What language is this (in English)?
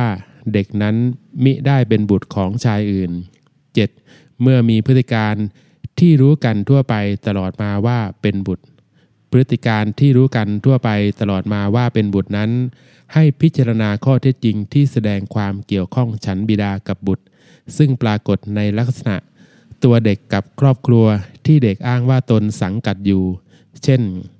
Thai